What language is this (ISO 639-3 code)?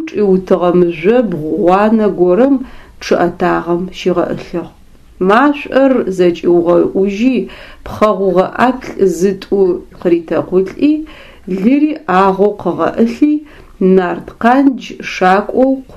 ady